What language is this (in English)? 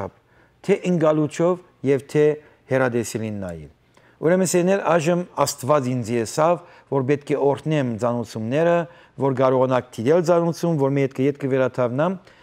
Western Armenian